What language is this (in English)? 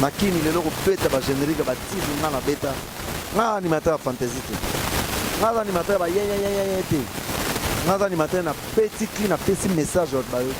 Lingala